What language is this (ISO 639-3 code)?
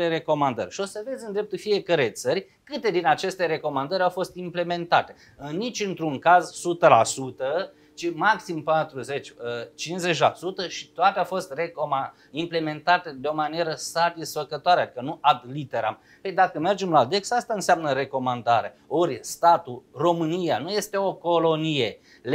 ron